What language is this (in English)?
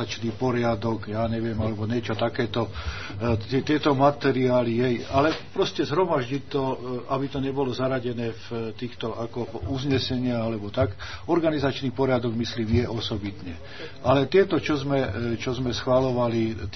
Slovak